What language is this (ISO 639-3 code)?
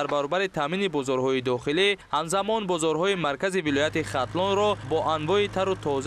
tgk